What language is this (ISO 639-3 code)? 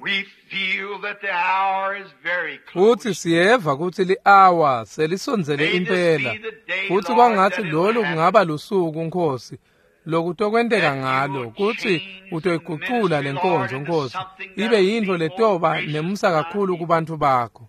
ssw